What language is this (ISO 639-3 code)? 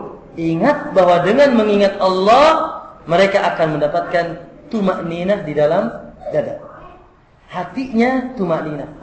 ind